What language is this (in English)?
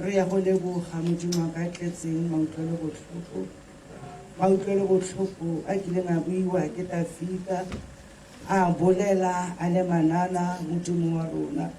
Tswana